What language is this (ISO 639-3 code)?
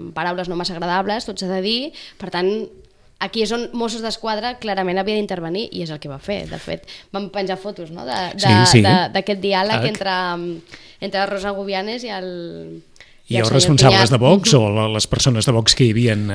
cat